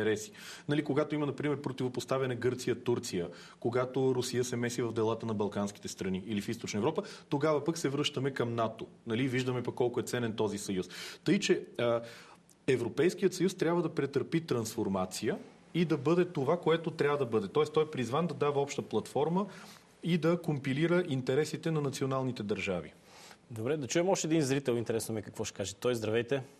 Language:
Bulgarian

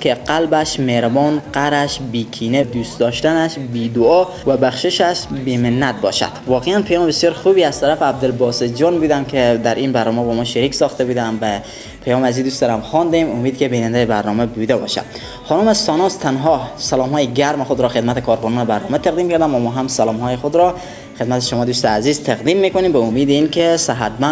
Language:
Persian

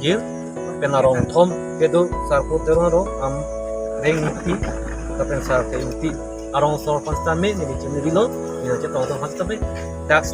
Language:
Karbi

